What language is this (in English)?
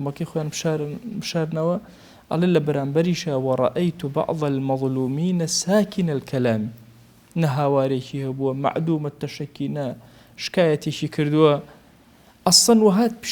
Central Kurdish